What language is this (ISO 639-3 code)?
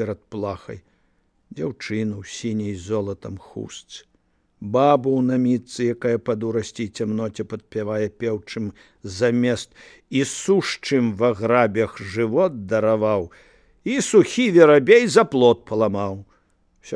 bel